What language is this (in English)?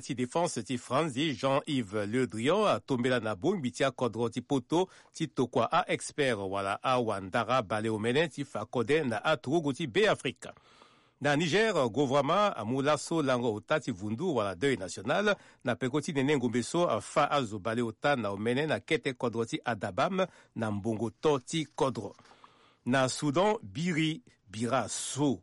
Sango